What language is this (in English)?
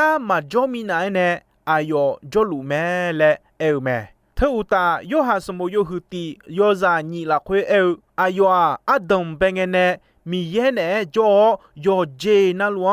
Akha